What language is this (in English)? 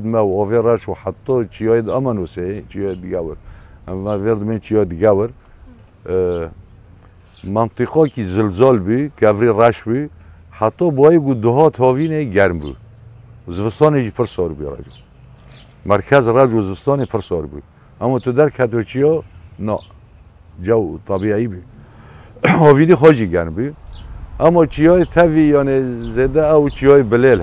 Kurdish